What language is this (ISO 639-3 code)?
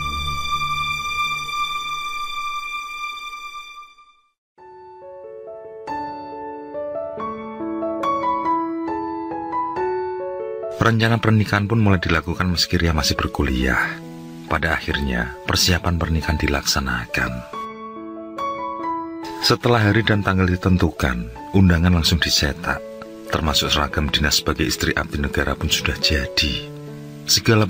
ind